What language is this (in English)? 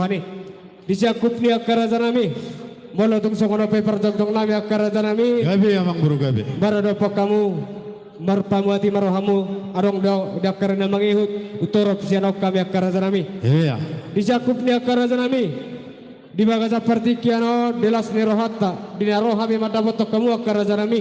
Batak Toba